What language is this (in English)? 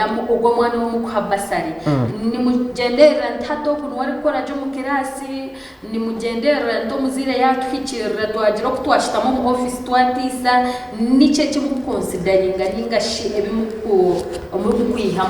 Nyankole